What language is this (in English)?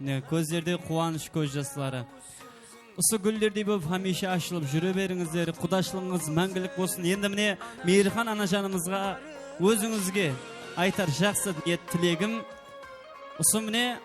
Kara-Kalpak